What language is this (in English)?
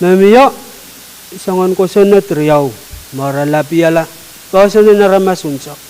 Pohnpeian